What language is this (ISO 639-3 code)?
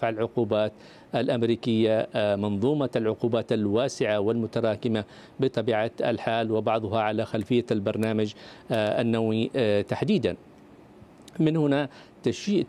ara